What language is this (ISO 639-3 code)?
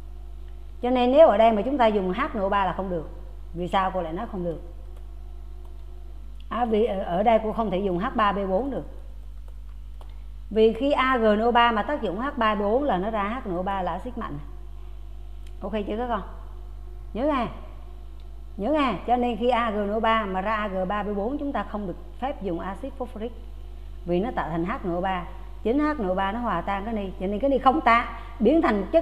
vie